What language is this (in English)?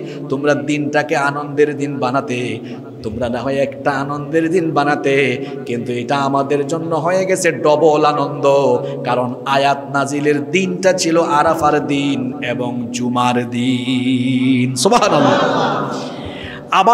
Bangla